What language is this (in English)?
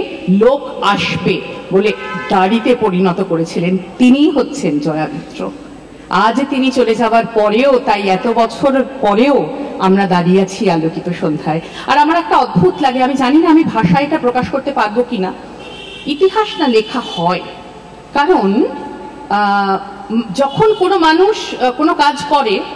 Bangla